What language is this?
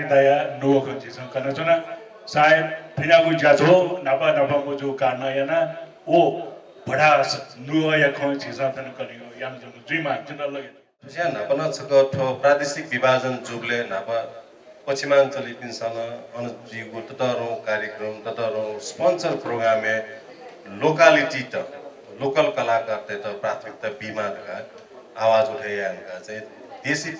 Newari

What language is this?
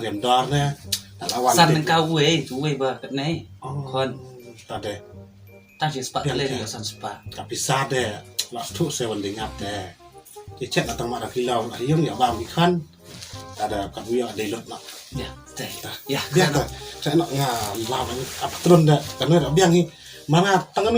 Khasi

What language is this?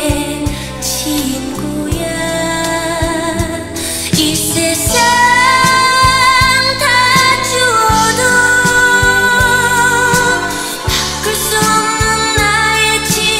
Korean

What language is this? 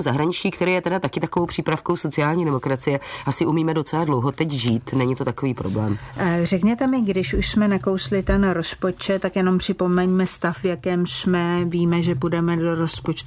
Czech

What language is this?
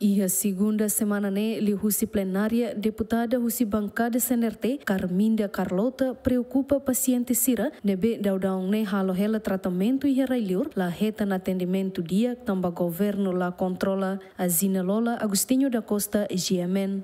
Tetum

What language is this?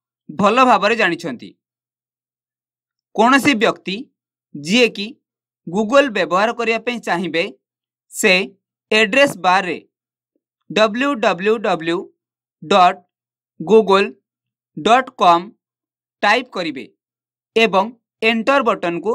Odia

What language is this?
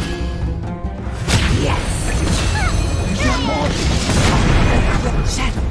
English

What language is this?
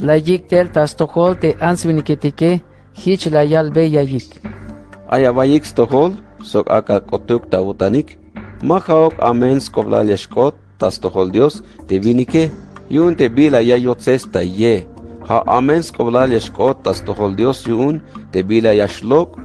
Tzeltal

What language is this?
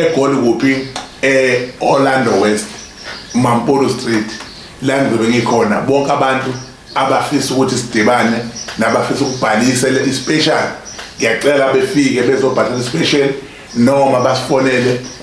Zulu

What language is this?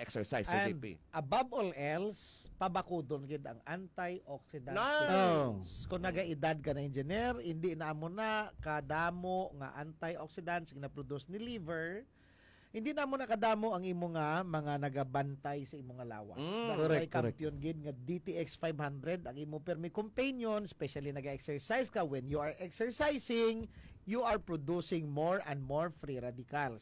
Hiligaynon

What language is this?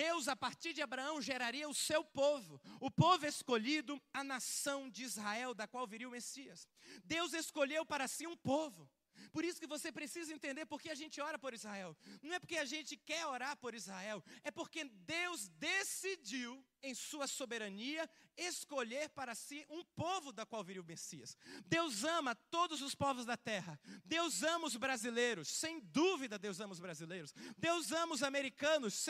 Portuguese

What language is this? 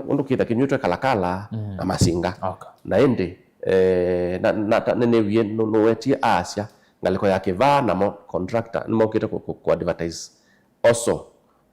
Kamba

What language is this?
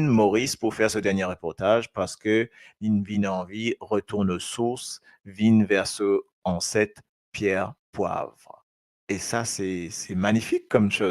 Morisyen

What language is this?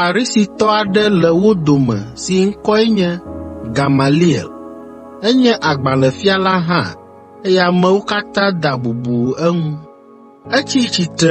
Ewe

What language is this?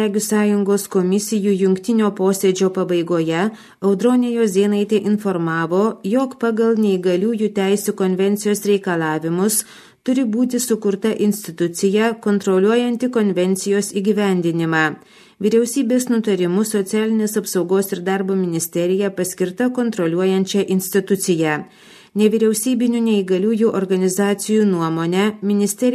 Lithuanian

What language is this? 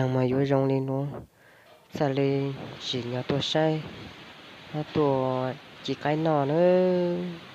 Hmong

